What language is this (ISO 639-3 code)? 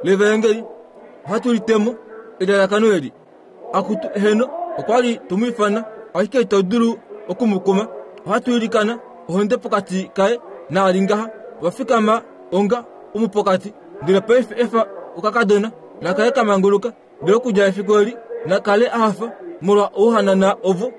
kua